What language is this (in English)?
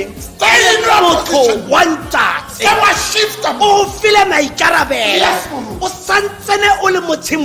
Tswana